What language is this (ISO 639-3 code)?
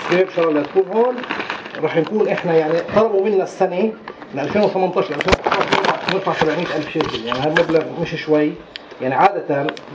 apc